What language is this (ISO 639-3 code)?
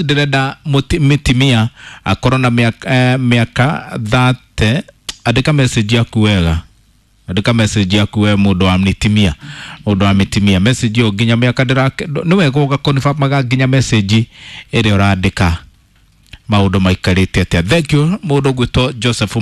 kik